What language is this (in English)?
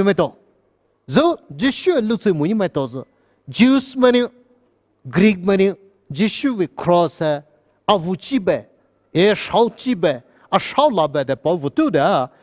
Poumei Naga